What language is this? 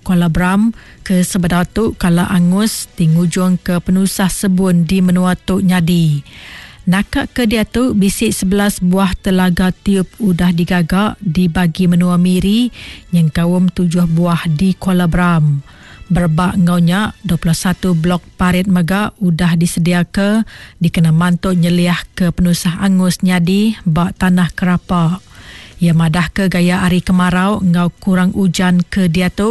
Iban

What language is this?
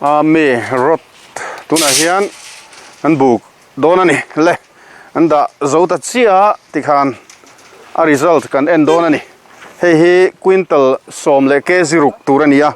Mizo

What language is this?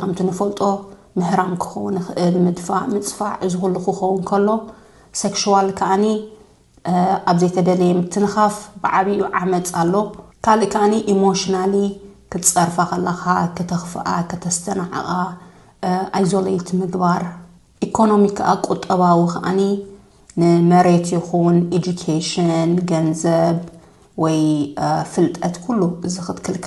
Tigrinya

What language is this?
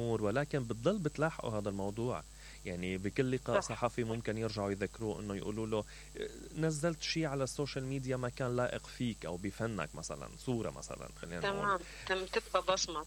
Mesopotamian Arabic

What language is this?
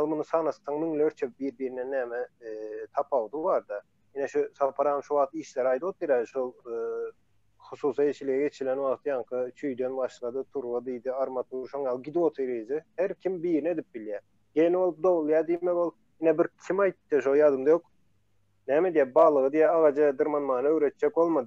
Turkmen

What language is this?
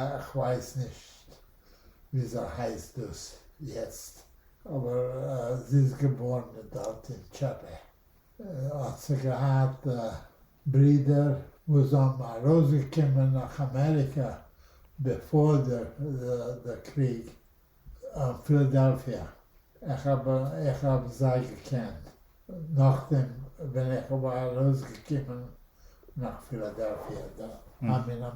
Yiddish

